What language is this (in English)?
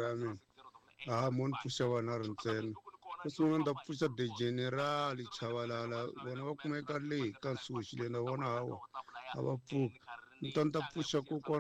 Tsonga